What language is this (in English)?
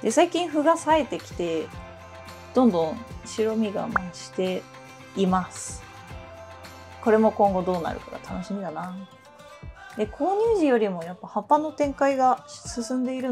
Japanese